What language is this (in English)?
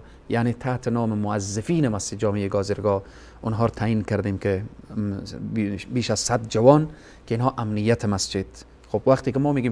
Persian